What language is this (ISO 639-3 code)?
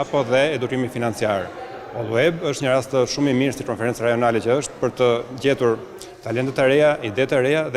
sqi